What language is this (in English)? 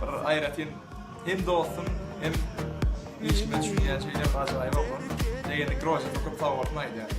Turkmen